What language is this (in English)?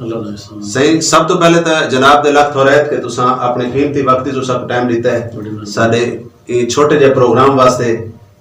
Saraiki